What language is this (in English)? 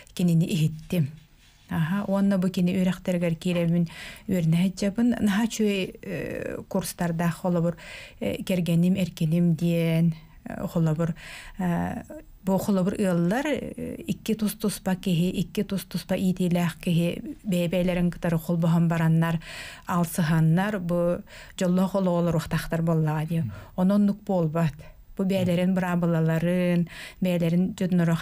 Yakut